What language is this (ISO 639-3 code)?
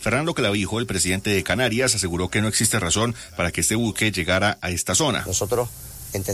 spa